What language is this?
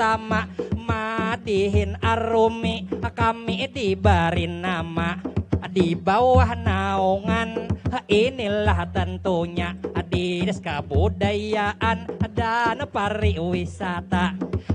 Banjar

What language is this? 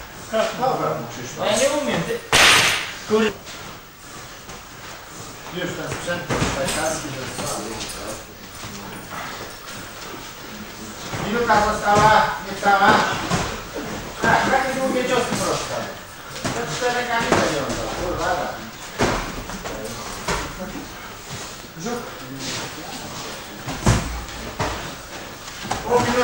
Polish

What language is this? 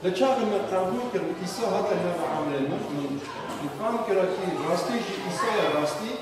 Kurdish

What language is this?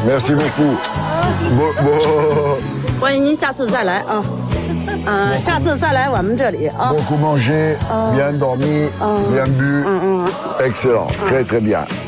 French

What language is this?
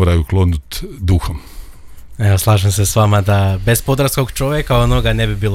Croatian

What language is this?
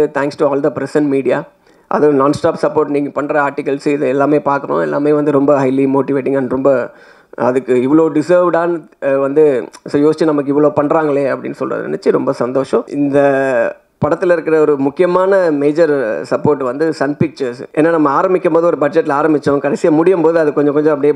Tamil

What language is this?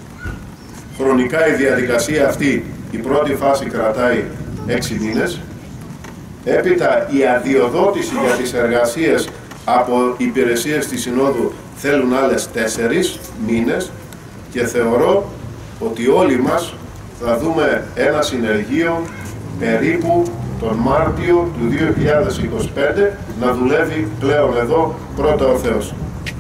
Greek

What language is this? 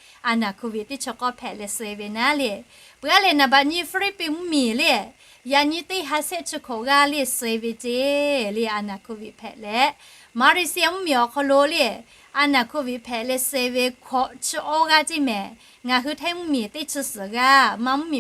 Lahu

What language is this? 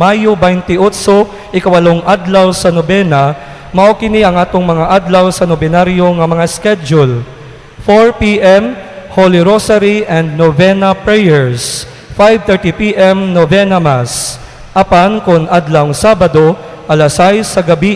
Cebuano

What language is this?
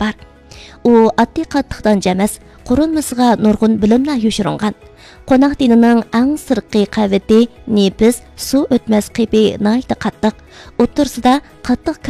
Uyghur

